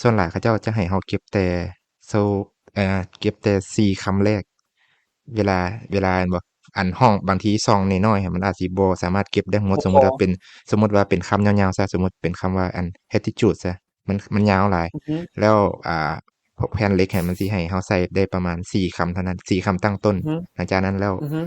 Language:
Lao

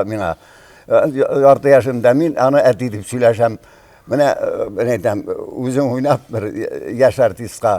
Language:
Tatar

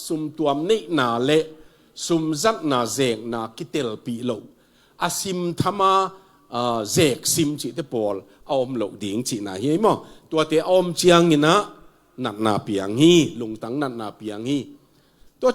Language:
Tedim Chin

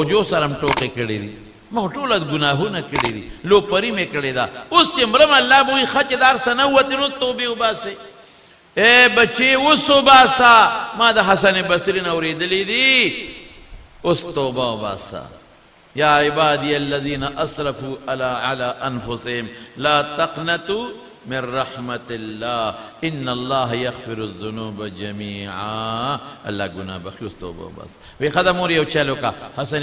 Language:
Pashto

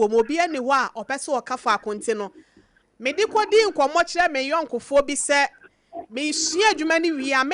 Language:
Akan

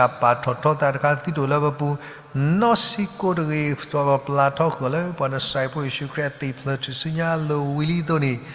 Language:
S'gaw Karen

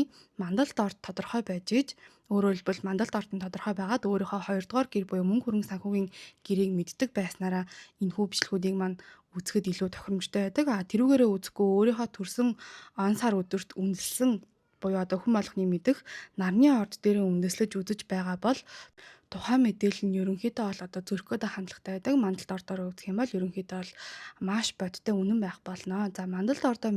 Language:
Mongolian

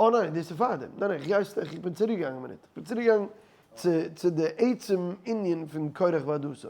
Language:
Yiddish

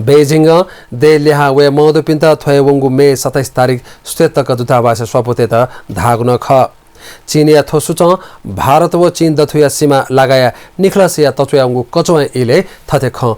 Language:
Newari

